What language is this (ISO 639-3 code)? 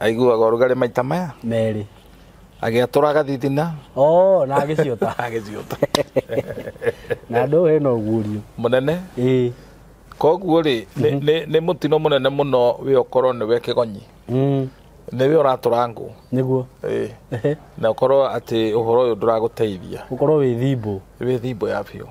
kik